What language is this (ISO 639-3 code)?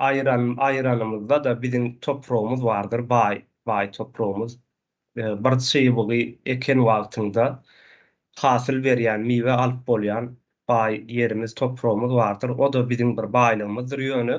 tuk